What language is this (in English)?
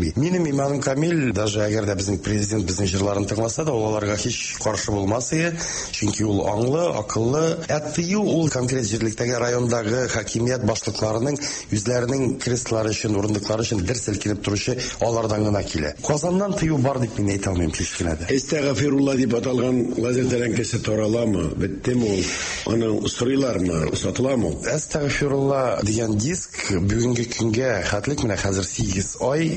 Tatar